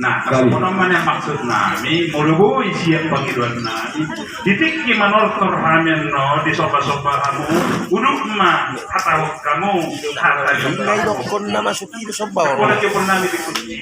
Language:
Batak Toba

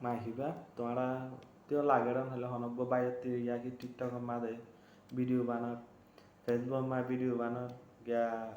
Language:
Rohingya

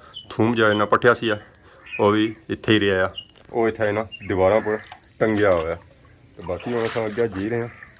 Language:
Pahari-Potwari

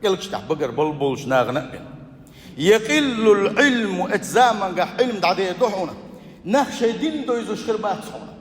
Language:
Chechen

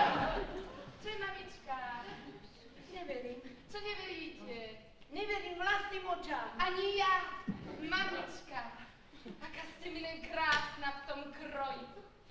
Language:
Slovak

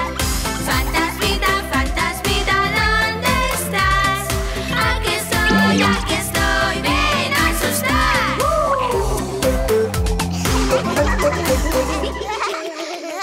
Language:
Spanish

